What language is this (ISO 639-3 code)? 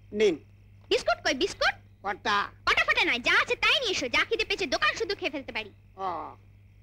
ben